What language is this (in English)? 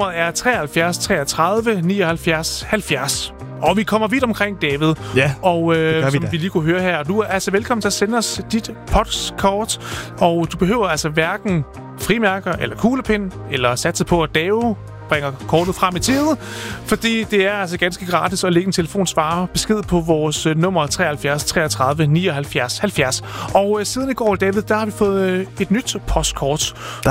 Danish